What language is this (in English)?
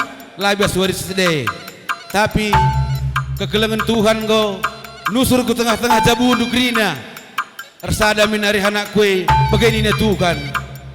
Batak Karo